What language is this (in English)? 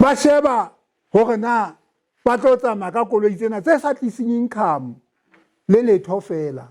Southern Sotho